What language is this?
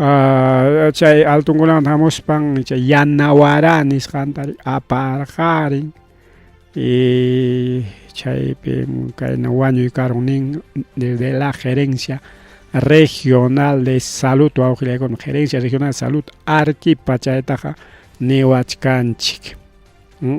Ayacucho Quechua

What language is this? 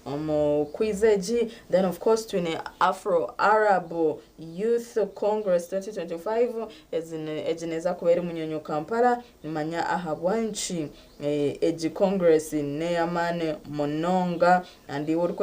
Nyankole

